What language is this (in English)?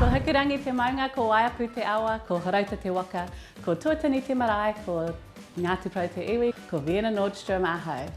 Māori